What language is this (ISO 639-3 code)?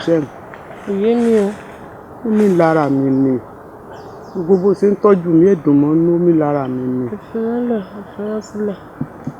yor